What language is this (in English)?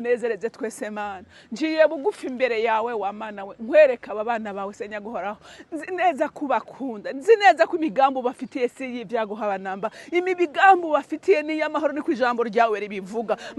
Rundi